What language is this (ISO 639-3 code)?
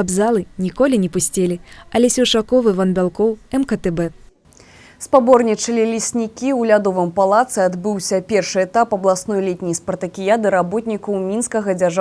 bel